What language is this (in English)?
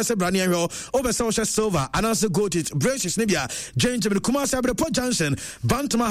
Akan